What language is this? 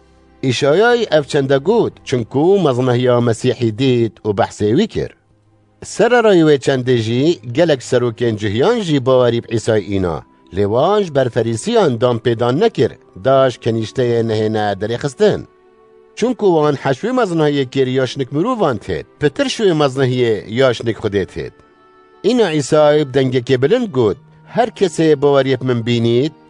Kurdish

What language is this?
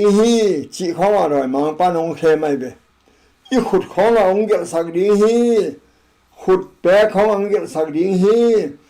Tedim Chin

